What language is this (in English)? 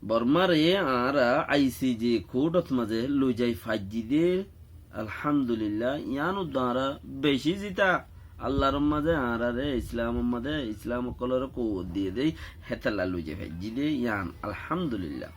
Rohingya